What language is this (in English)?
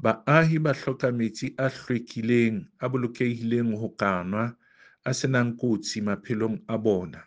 Southern Sotho